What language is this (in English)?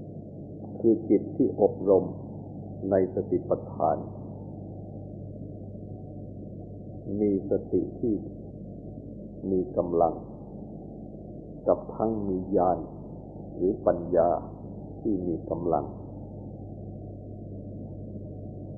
Thai